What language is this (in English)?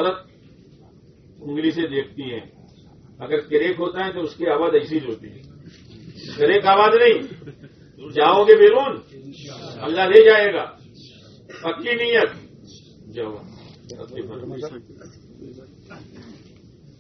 Urdu